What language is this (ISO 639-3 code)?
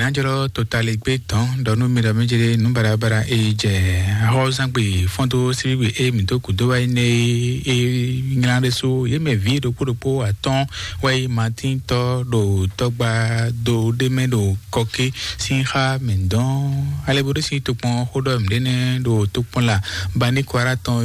fon